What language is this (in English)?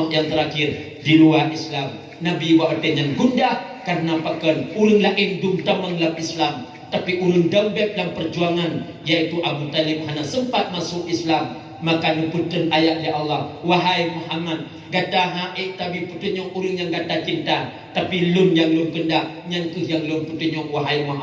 Achinese